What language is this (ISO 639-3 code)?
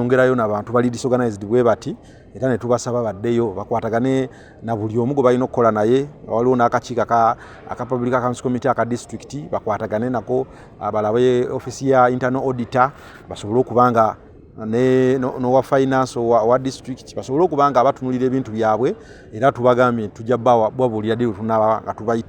lug